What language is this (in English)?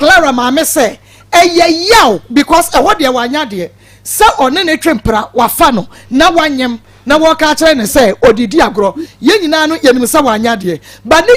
Akan